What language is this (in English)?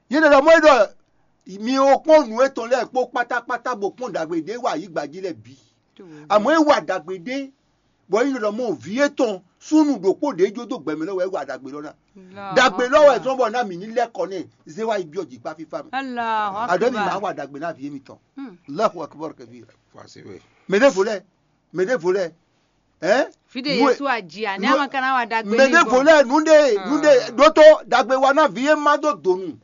Fon